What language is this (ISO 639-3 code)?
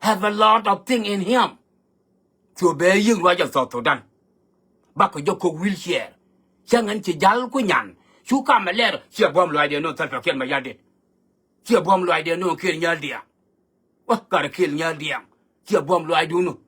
nus